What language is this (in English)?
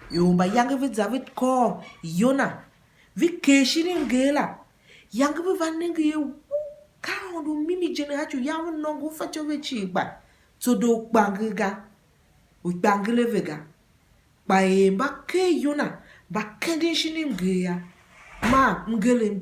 Tiv